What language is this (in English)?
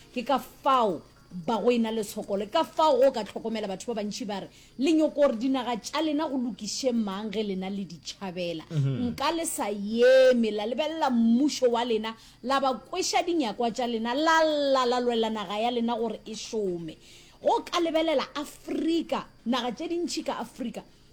Northern Sotho